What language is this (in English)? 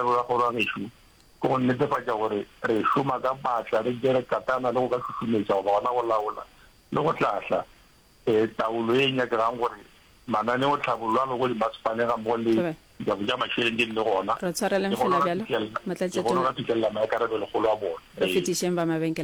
Northern Sotho